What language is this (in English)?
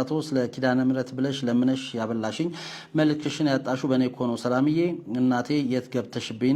Amharic